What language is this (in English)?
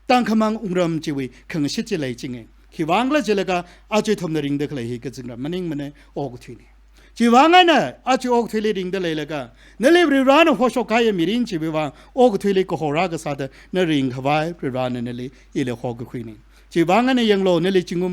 Tangkhul Naga (India)